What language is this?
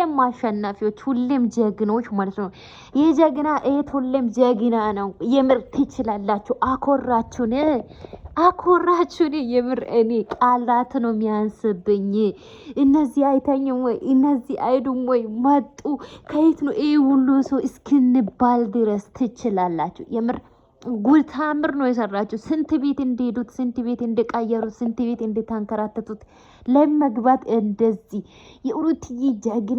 Amharic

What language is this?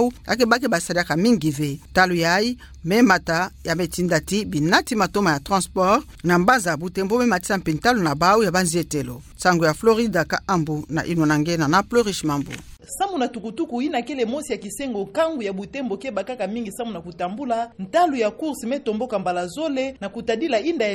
Kituba (Democratic Republic of Congo)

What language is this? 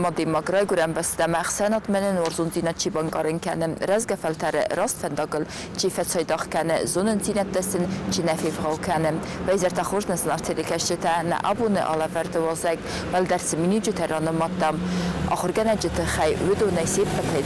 Ossetic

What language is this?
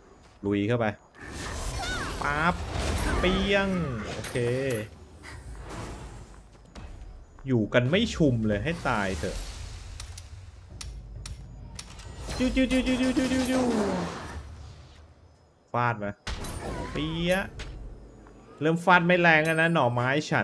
Thai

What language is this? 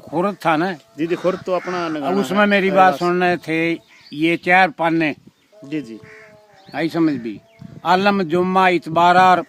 Haryanvi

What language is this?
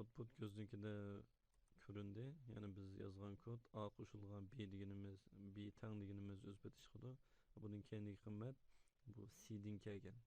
Uyghur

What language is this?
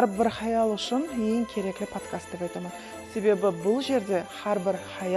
Kara-Kalpak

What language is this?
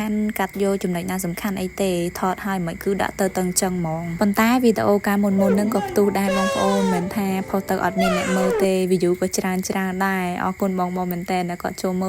Khmer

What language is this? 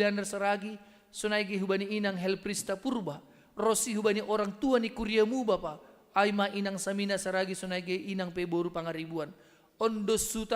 Batak Simalungun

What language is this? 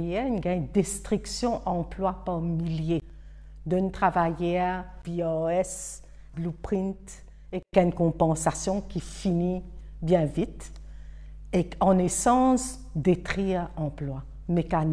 Morisyen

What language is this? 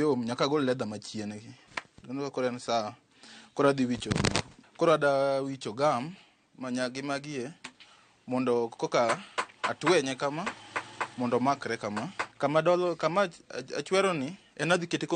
Luo (Kenya and Tanzania)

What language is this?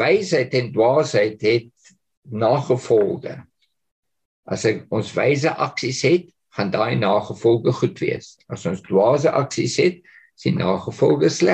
Afrikaans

